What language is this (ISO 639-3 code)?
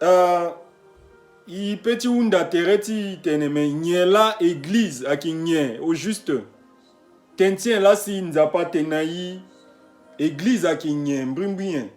sag